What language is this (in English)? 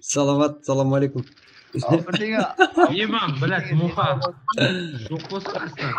Kara-Kalpak